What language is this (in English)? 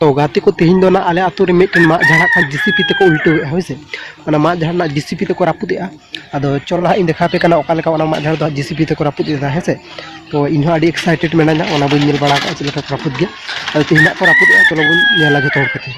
Santali